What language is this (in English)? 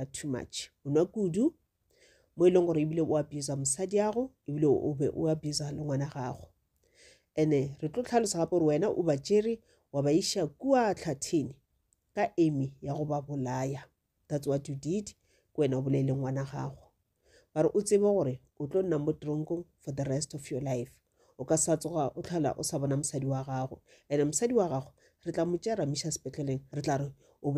Northern Sotho